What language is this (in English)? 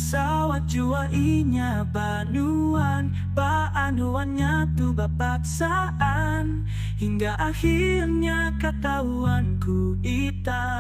Banjar